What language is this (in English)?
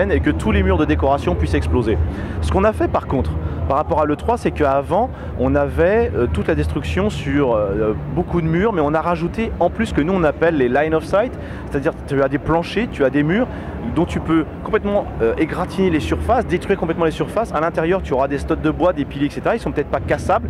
French